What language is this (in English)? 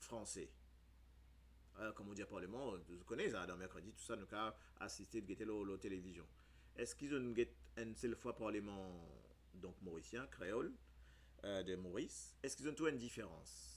Morisyen